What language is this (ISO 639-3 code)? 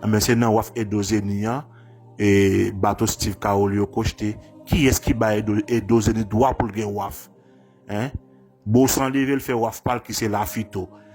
hat